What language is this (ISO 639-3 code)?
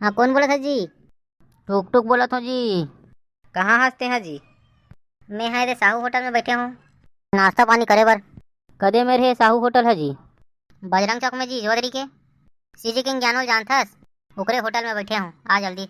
hne